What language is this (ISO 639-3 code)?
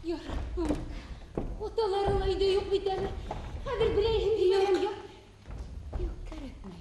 bak